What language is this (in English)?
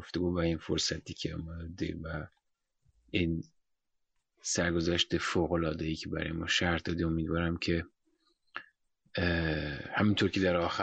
Persian